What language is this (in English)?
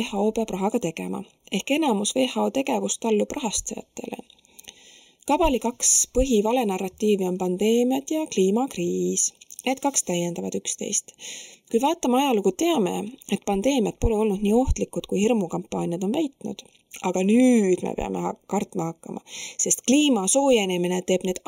Estonian